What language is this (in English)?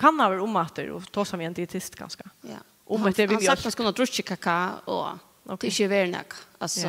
Faroese